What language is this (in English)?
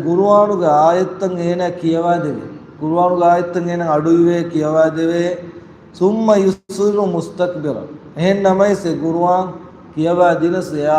Divehi